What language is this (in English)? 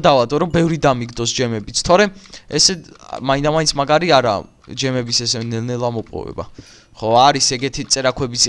Georgian